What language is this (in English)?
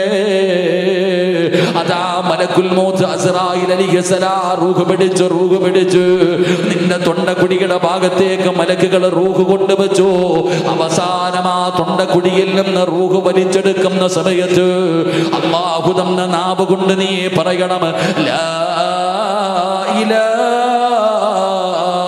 Malayalam